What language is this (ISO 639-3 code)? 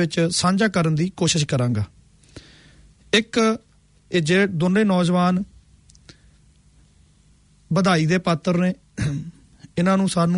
pan